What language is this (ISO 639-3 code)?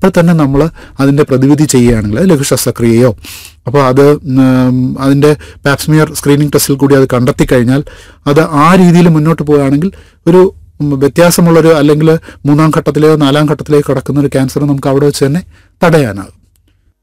mal